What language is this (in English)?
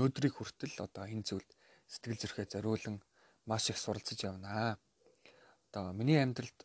Mongolian